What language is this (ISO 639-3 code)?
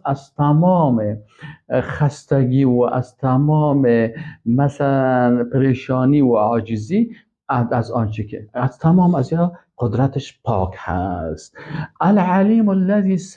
fas